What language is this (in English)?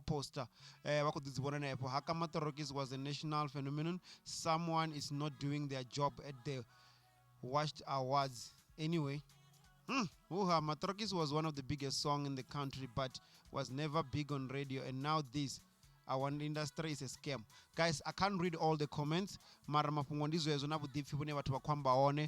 Venda